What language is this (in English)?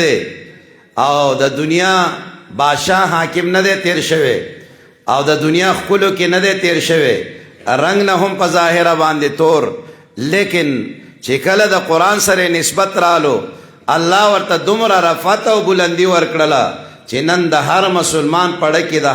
Pashto